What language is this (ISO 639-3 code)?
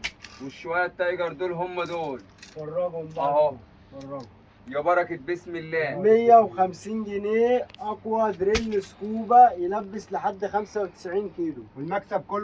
arz